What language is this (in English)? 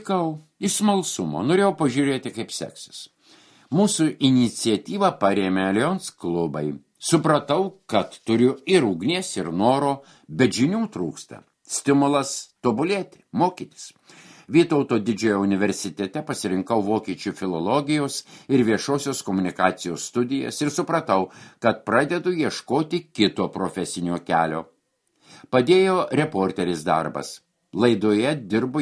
Lithuanian